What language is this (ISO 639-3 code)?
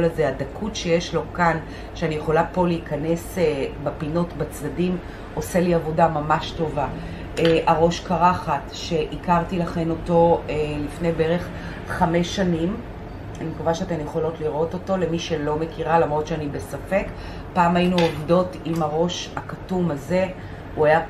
heb